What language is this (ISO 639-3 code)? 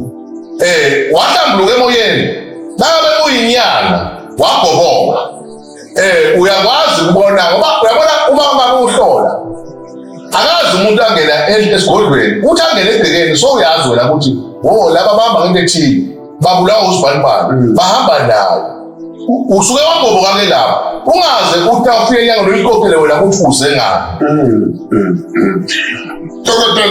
zul